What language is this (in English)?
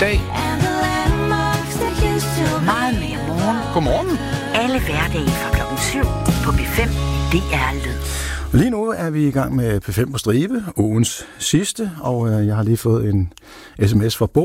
Danish